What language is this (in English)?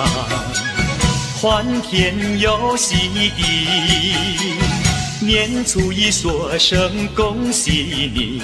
Chinese